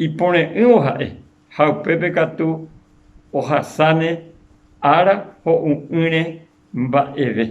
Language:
Guarani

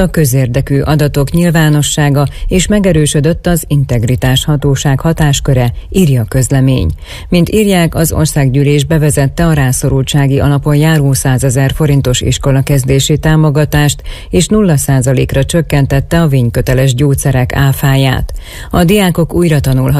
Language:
Hungarian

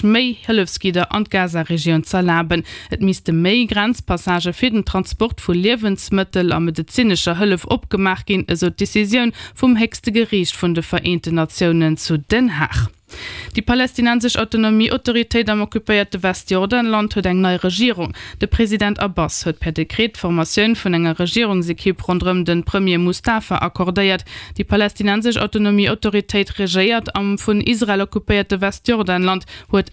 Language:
Luxembourgish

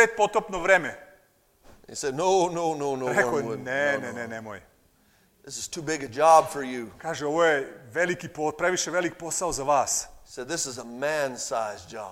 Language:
Serbian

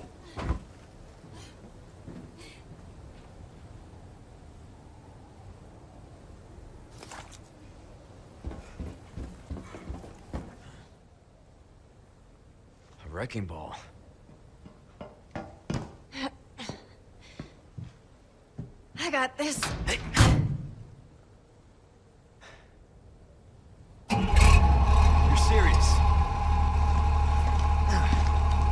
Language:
English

